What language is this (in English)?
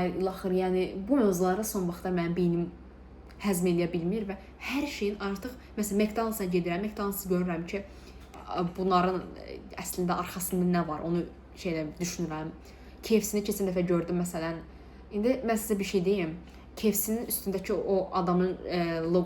Azerbaijani